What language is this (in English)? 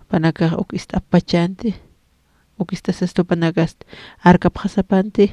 Aymara